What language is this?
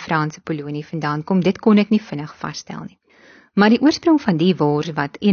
Afrikaans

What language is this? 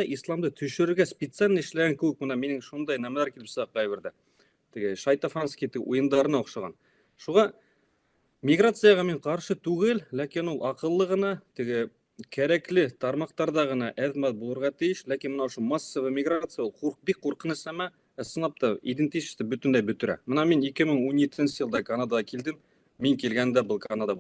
Bashkir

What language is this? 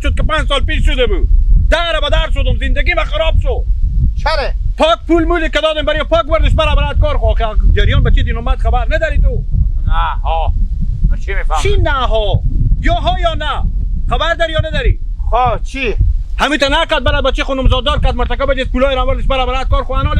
Hazaragi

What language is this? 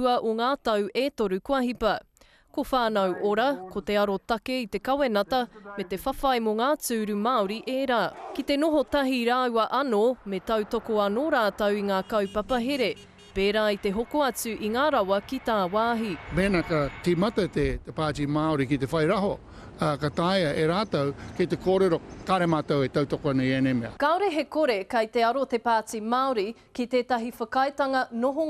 Māori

